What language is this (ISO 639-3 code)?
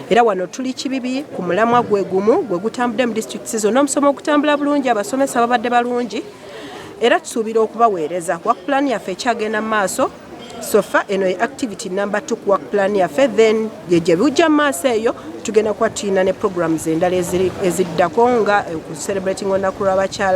lug